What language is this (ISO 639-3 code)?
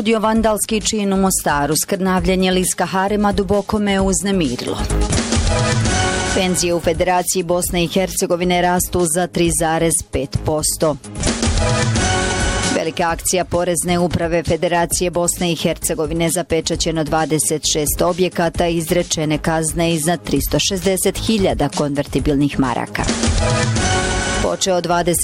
bos